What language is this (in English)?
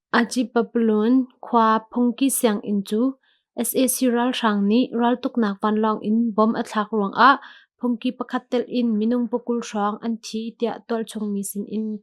Hakha Chin